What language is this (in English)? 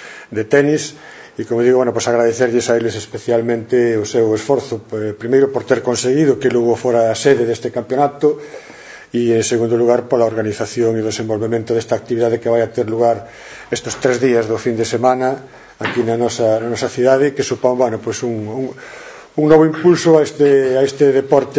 Galician